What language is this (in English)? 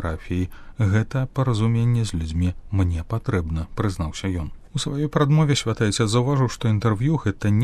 Belarusian